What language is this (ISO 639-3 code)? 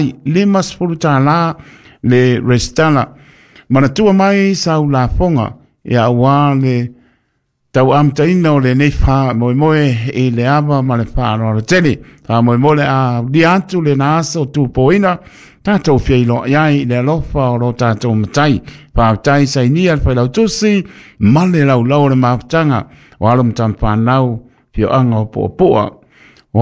smo